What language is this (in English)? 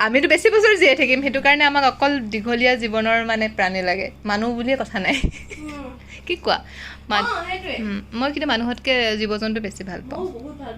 Assamese